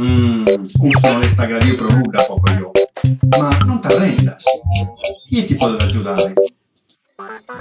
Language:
Sardinian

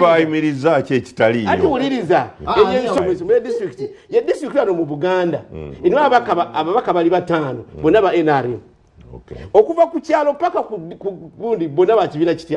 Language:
Ganda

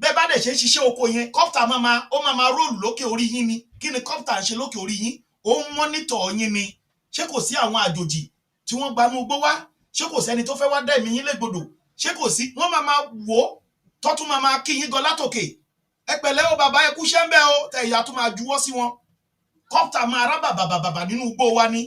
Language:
Yoruba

